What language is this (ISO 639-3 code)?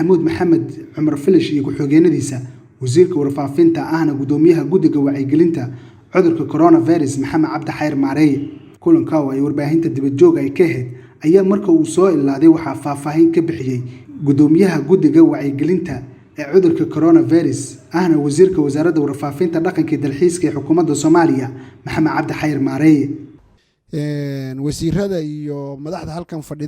som